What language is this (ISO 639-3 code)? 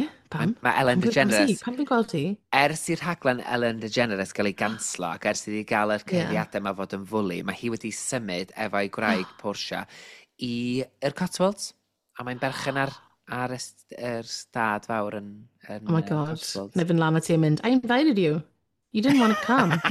cym